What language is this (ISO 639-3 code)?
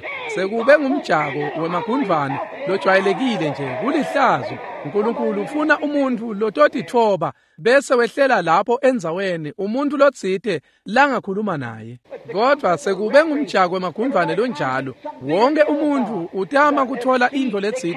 ssw